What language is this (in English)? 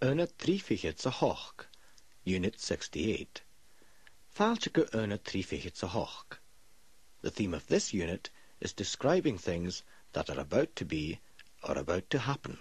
Scottish Gaelic